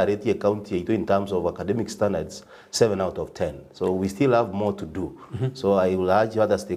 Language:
Gusii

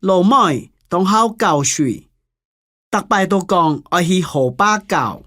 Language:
Hakka Chinese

